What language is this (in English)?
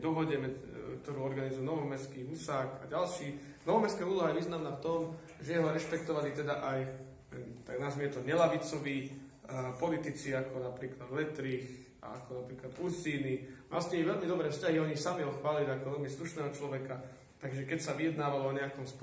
Slovak